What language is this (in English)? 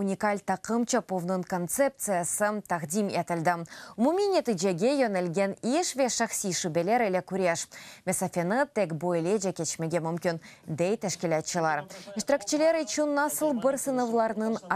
Crimean Tatar